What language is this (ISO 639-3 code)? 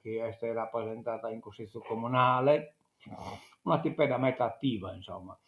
srd